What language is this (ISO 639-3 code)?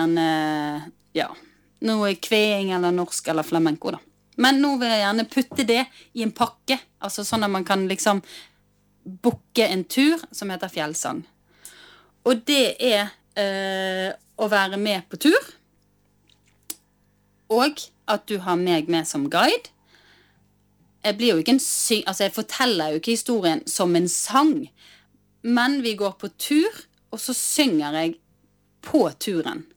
nor